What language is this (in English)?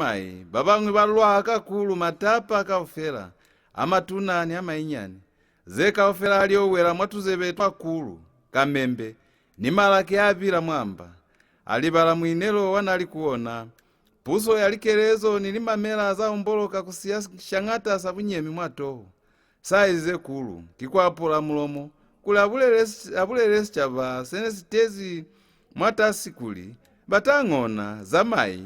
Lozi